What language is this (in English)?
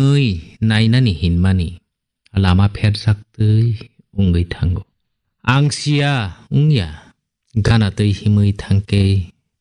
Kok Borok